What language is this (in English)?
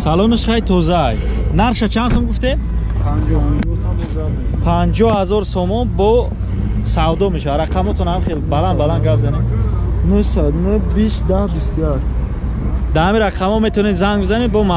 Tajik